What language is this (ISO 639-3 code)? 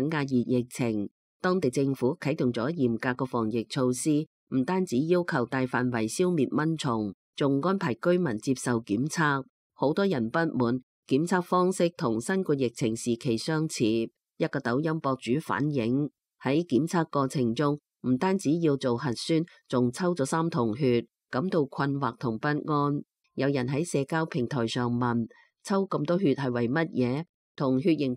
yue